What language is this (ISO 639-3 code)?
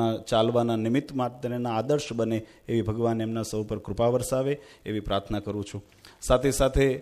guj